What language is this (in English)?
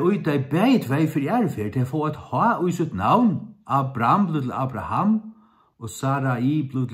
Faroese